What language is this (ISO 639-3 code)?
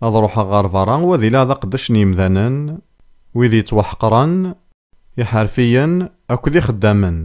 kab